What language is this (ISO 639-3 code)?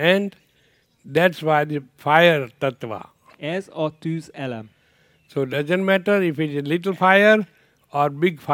hun